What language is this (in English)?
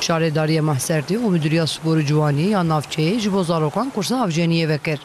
Kurdish